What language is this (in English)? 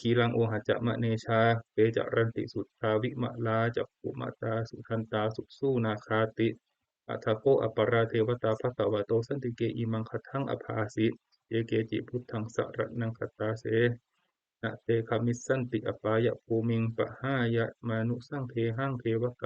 Pali